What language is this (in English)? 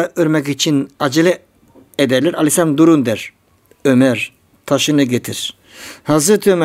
Turkish